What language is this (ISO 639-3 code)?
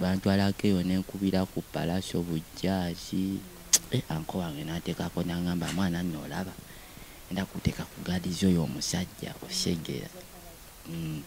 lug